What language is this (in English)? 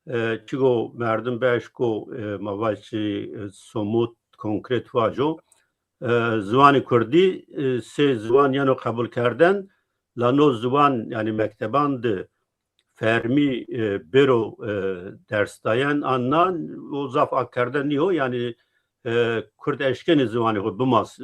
Zaza